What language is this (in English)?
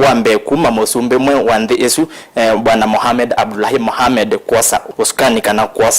Kamba